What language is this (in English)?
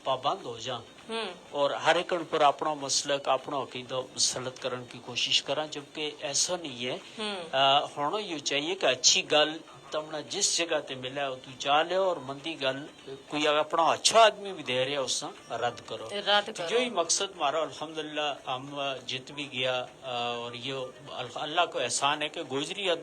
Gujari